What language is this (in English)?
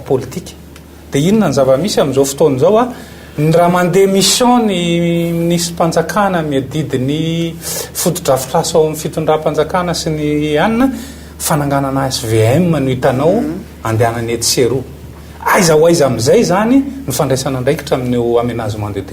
Malagasy